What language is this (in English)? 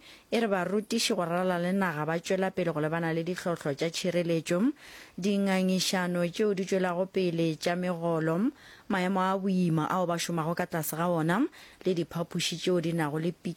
Northern Sotho